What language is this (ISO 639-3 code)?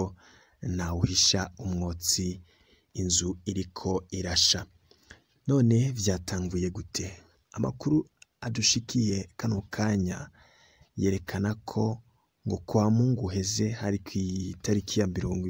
run